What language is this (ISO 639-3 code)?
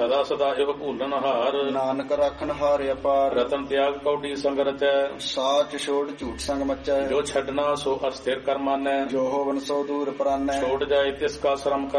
pan